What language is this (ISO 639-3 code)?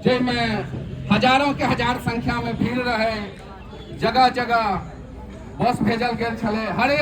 mai